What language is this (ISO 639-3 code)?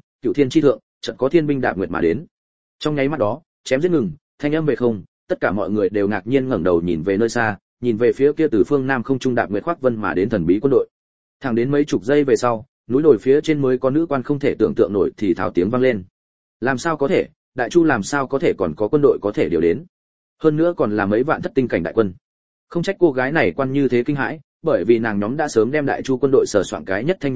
vie